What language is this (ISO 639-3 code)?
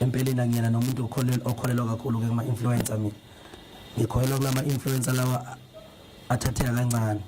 zul